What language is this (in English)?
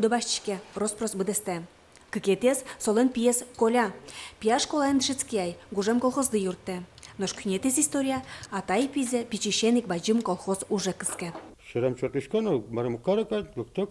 Udmurt